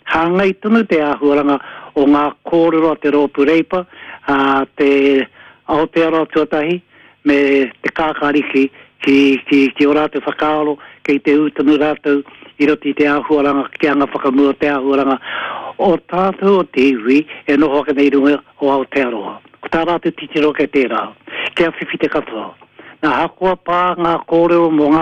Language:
Māori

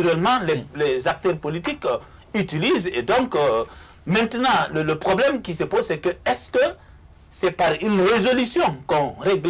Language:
French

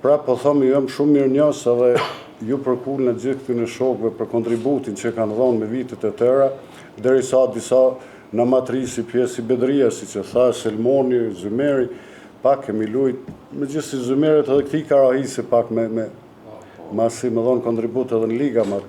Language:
Albanian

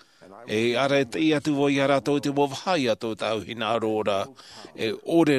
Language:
Tahitian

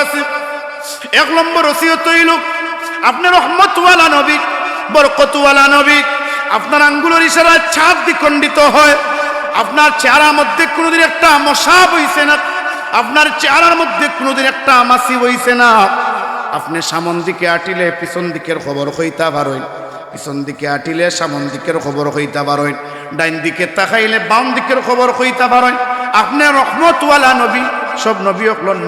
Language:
Sylheti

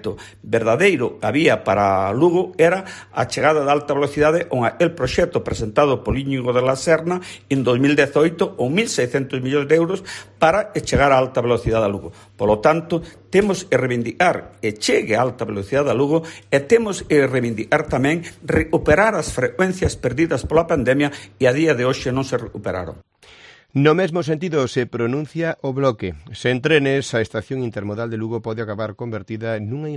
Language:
Galician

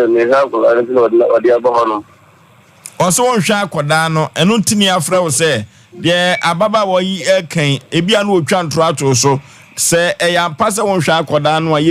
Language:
Akan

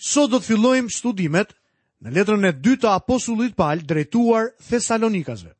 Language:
Albanian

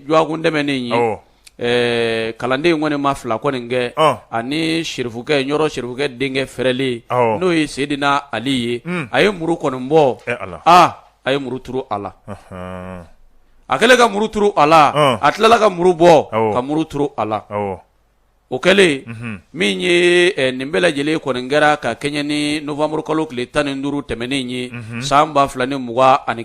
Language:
Bambara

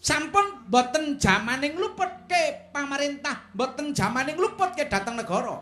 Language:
Javanese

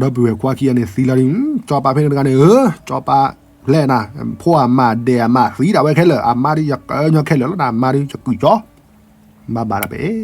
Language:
S'gaw Karen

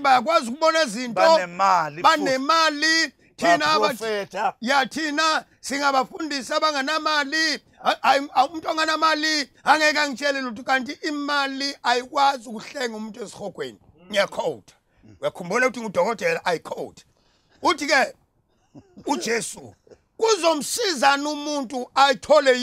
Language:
Zulu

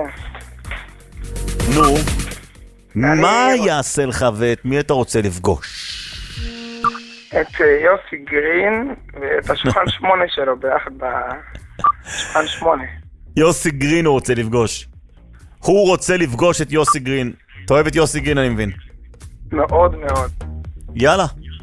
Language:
Hebrew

